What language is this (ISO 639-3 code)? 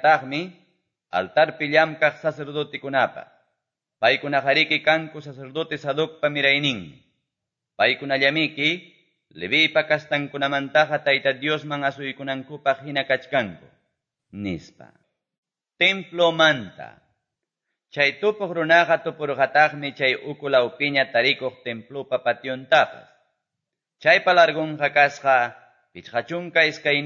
que